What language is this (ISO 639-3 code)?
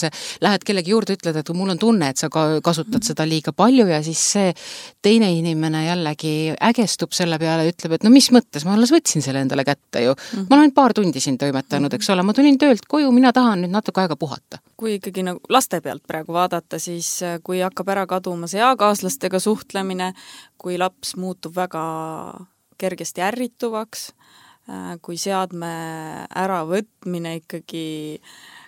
est